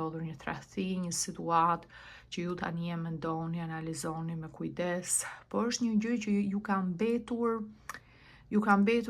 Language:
Albanian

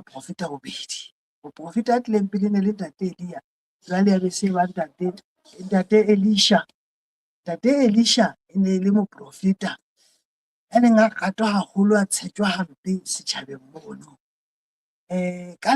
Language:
Southern Sotho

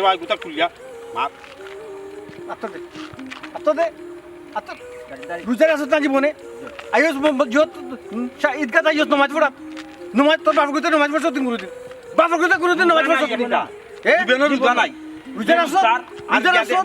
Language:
Sylheti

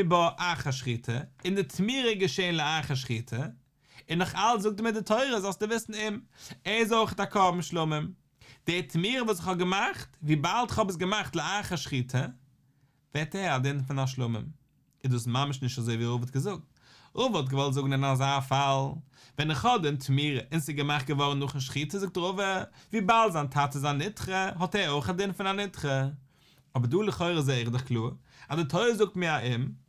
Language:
Yiddish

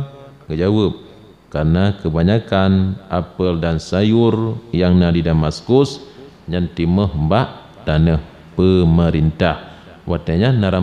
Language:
Achinese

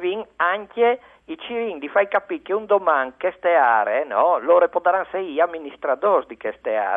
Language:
Friulian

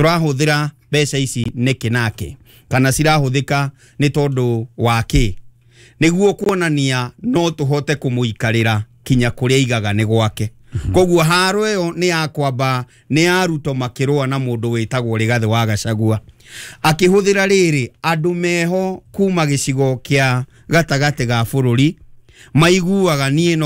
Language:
Kikuyu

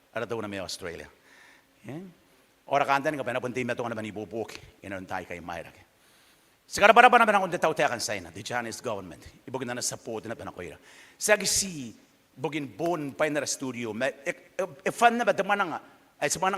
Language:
Gilbertese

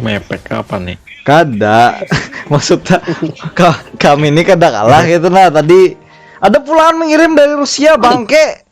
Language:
Banjar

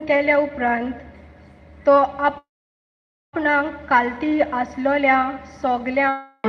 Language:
Konkani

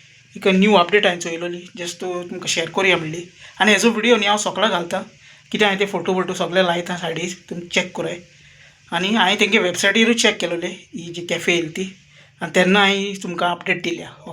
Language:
Konkani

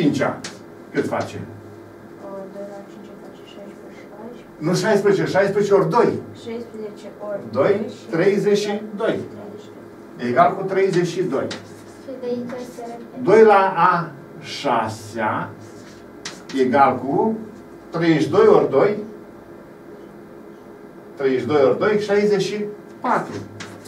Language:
Romanian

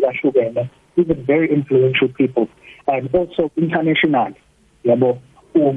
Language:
South Ndebele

